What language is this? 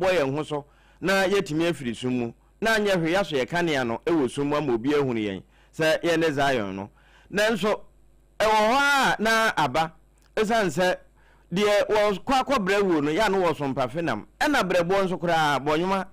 Akan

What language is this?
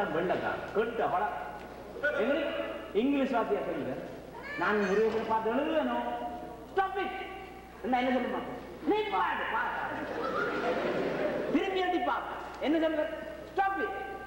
Tamil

